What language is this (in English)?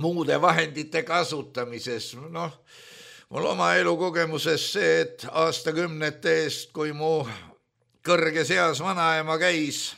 Estonian